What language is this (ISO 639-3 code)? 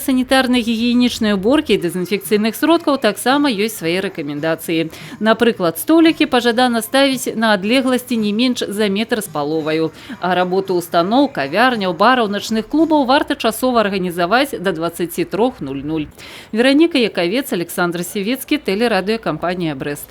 bel